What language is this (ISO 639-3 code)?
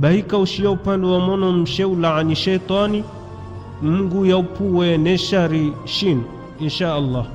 zdj